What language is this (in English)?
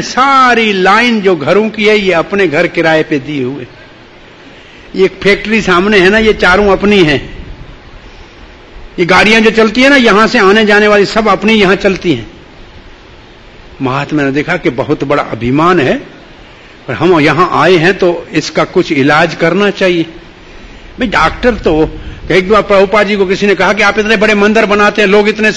Hindi